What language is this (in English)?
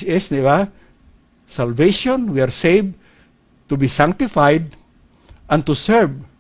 Hiligaynon